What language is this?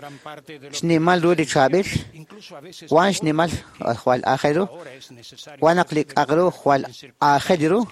Kekchí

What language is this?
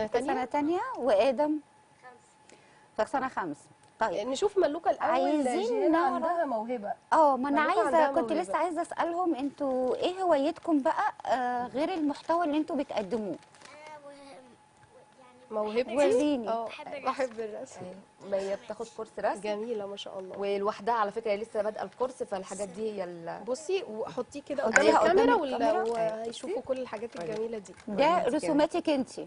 Egyptian Arabic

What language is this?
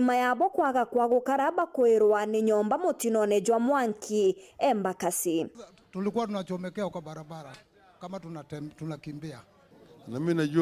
Meru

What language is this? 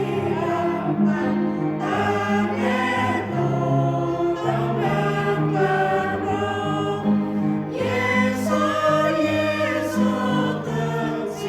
Central Mnong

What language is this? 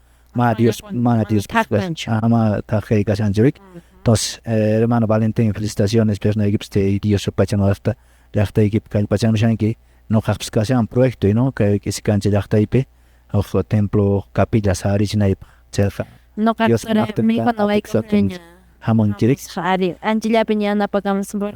Quechua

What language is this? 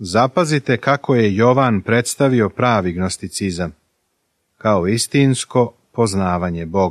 Serbian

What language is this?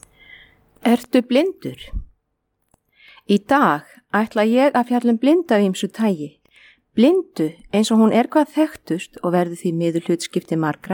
Icelandic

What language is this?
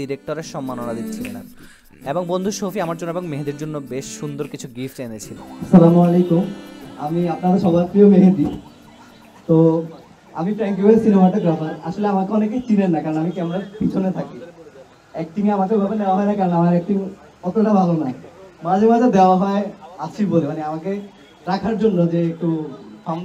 Bangla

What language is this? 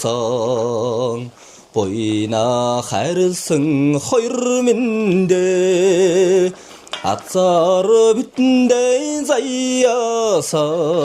Mongolian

